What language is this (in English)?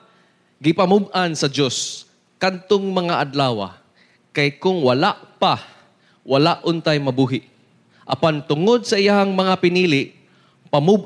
Cebuano